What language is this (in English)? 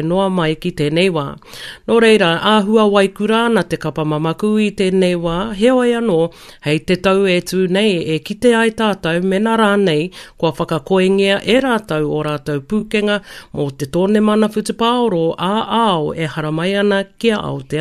Māori